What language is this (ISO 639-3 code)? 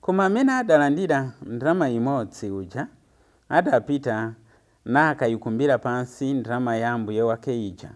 nya